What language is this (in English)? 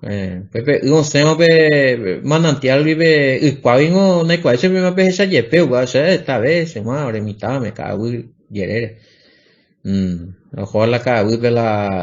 Guarani